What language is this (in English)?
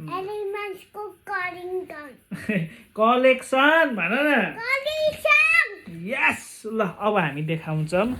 Nepali